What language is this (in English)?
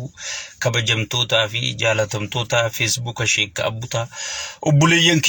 Oromo